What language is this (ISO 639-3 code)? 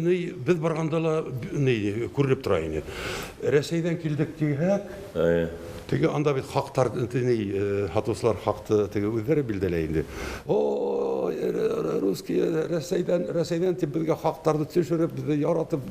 bak